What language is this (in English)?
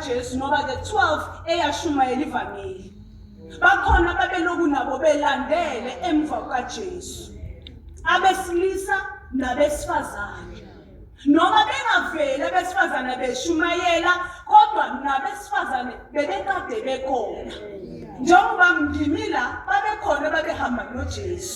Zulu